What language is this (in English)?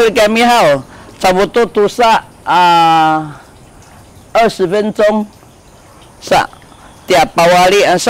Sakizaya